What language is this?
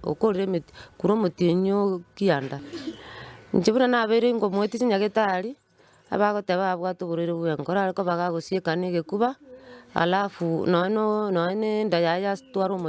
Gusii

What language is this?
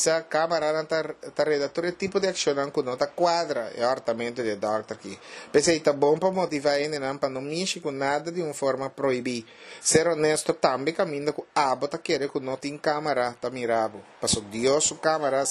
Papiamento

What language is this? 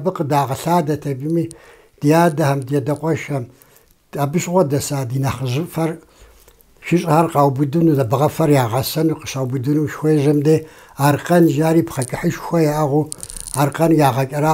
Kabardian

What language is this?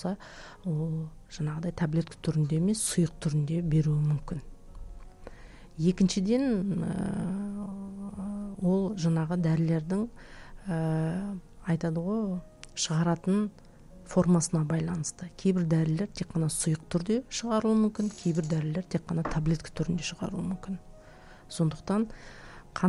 Kazakh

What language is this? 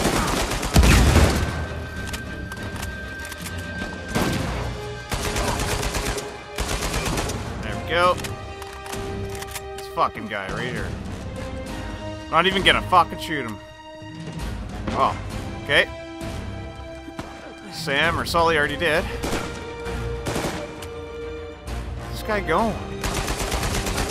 English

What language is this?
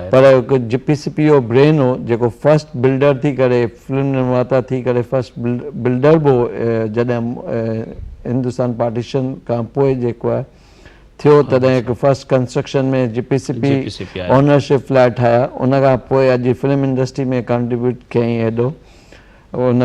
Sindhi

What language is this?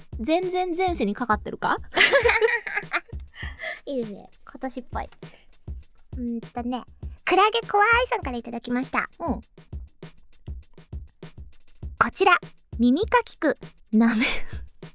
Japanese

